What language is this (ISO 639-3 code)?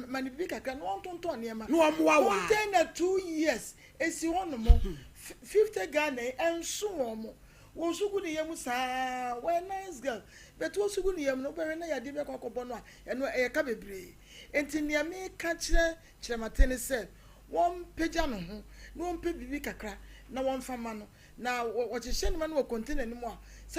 aka